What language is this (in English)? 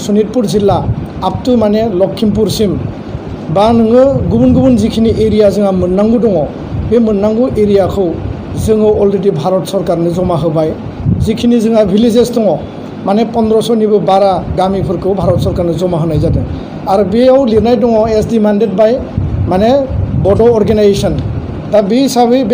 Bodo